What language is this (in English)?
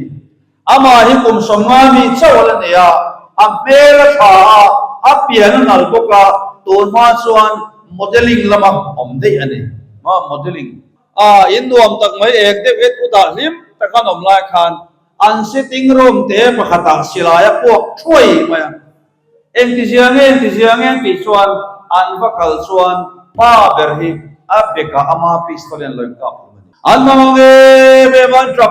Mizo